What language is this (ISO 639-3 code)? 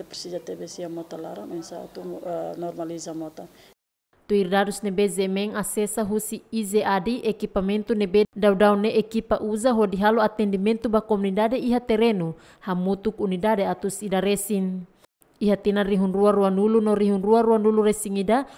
tet